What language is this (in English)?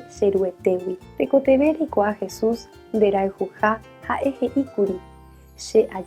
Guarani